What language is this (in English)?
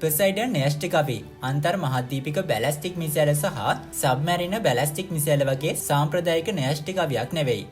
Sinhala